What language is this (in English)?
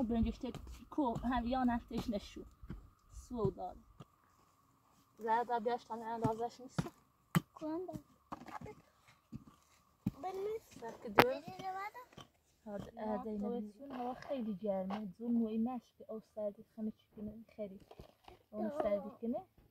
Persian